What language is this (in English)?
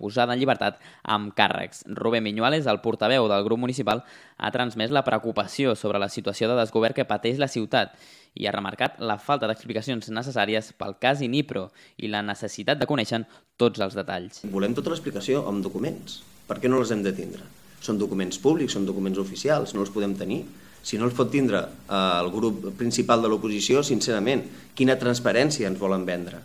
Catalan